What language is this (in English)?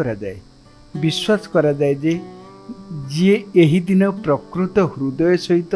Odia